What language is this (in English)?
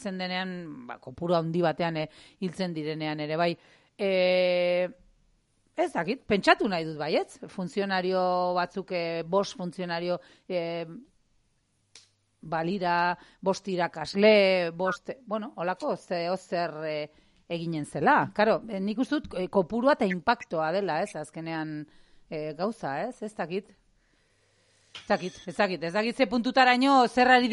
Basque